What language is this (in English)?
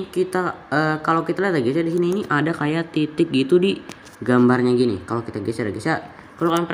Indonesian